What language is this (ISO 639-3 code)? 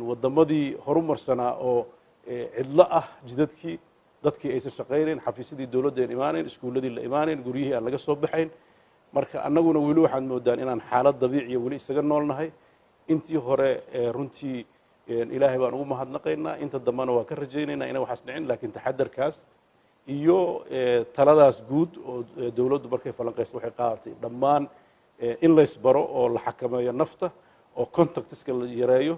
som